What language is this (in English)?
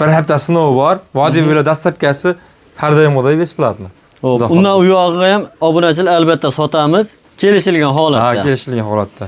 Uzbek